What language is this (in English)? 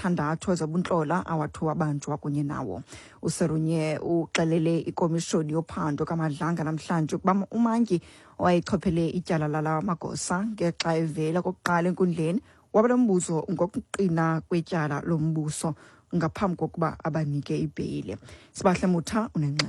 Xhosa